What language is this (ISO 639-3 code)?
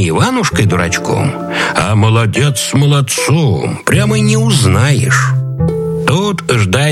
rus